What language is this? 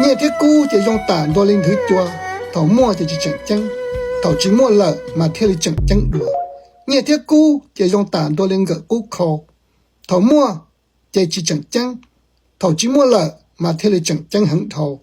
Hmong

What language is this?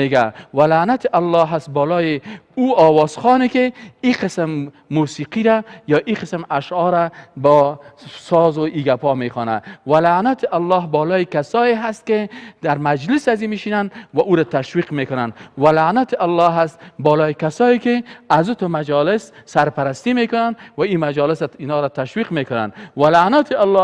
Persian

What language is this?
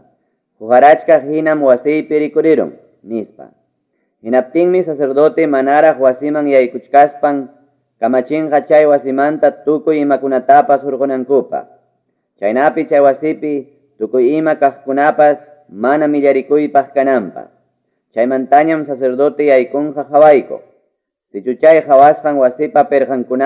Quechua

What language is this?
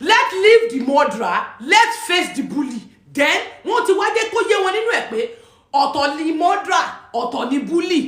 Yoruba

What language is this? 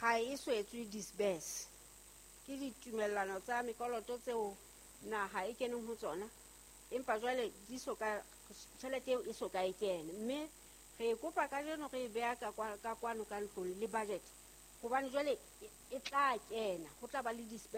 Southern Sotho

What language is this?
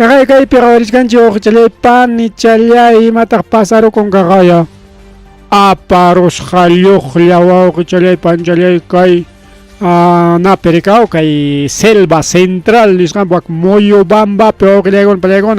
Ayacucho Quechua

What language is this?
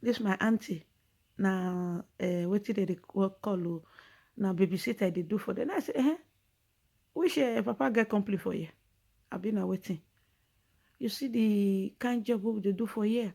Nigerian Pidgin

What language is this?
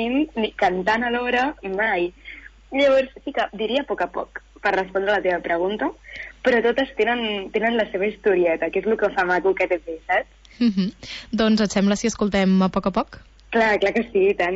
Catalan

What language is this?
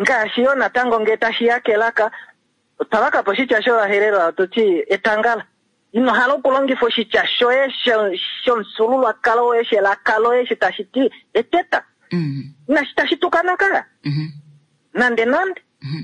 Kuanyama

